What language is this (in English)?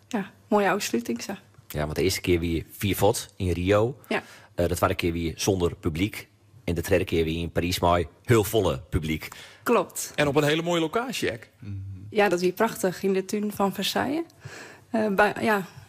Western Frisian